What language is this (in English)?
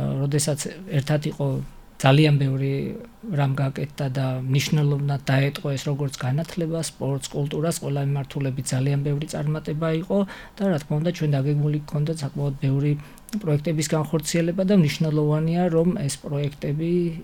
Georgian